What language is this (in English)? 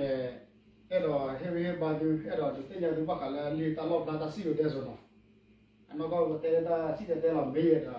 S'gaw Karen